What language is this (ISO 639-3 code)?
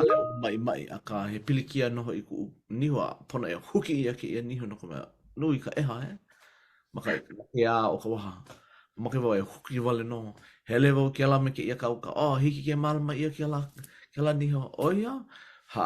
haw